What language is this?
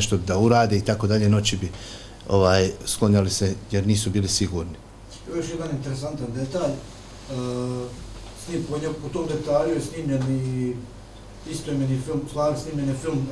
Bosnian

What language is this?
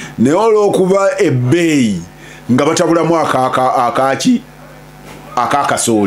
Ganda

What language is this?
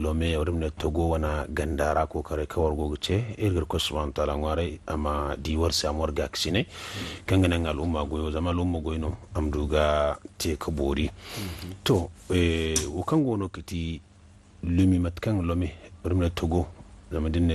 Zarma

